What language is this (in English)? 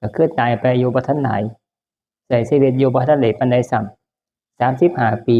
Northeastern Thai